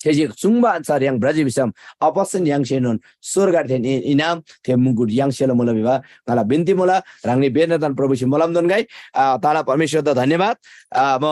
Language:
Eastern Tamang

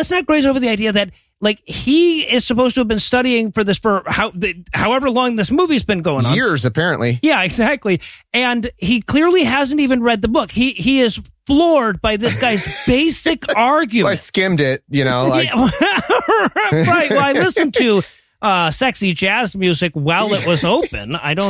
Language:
English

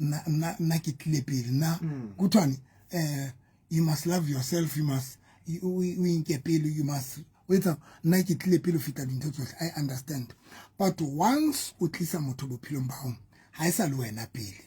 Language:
Southern Sotho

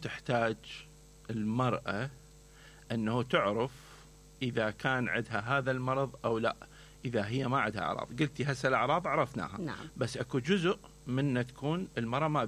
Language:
Mesopotamian Arabic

